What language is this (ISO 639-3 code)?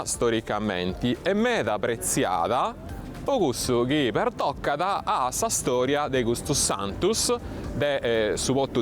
srd